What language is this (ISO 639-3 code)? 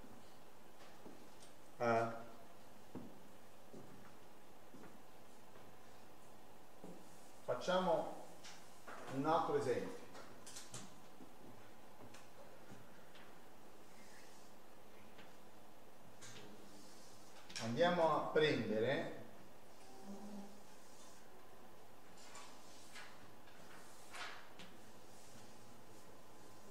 ita